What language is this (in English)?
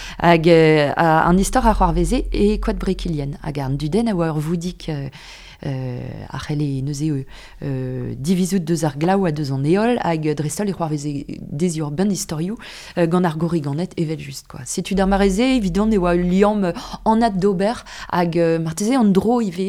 Breton